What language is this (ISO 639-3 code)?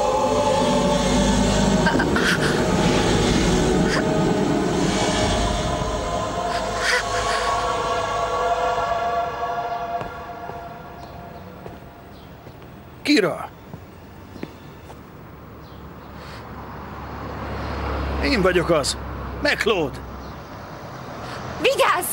hun